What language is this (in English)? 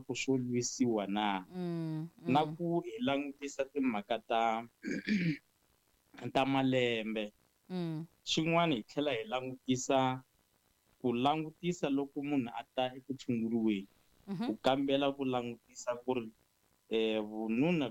Tsonga